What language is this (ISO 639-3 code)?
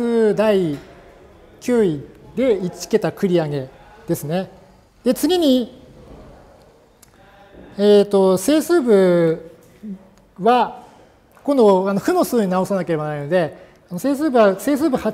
jpn